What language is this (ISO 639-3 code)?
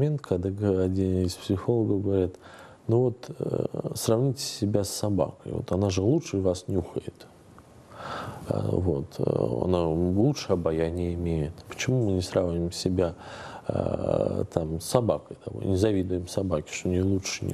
rus